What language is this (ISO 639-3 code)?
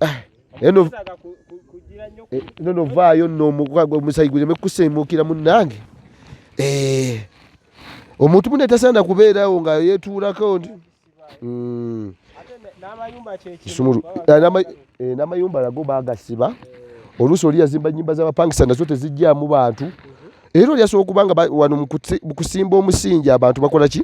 lug